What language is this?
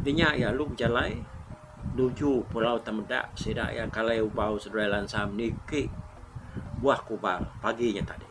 Iban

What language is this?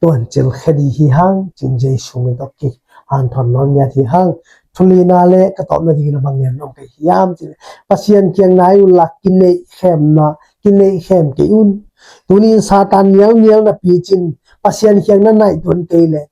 Tedim Chin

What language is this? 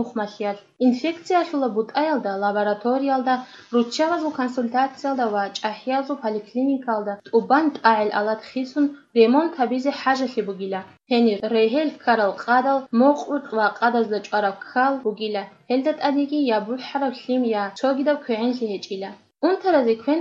Avaric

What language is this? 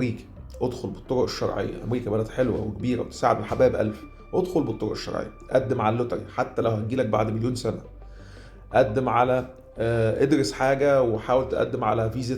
Egyptian Arabic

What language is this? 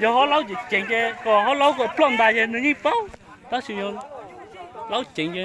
Hmong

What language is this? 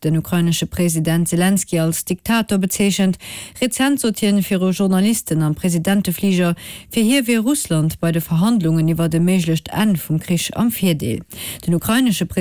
Luxembourgish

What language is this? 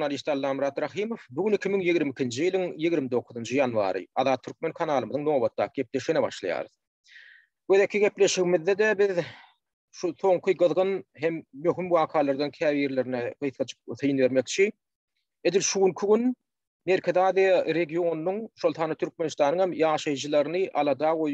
Turkmen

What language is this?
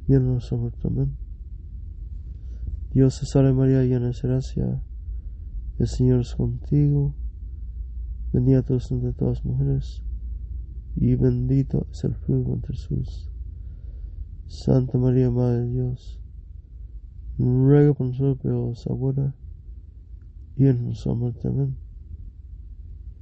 Spanish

